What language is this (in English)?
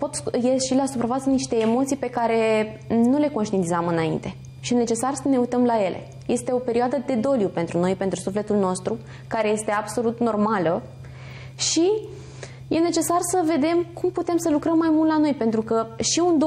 Romanian